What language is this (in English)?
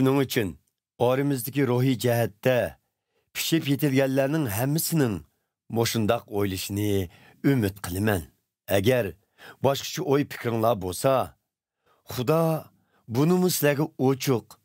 Uyghur